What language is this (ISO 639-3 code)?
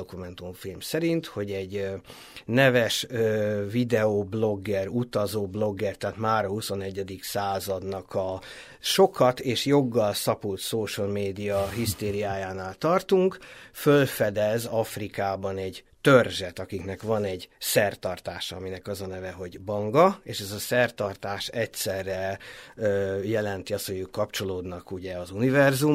hun